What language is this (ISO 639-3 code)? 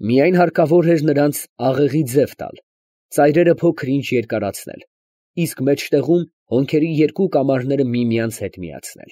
hye